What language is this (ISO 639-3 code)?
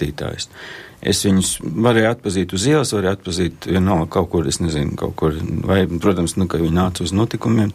lav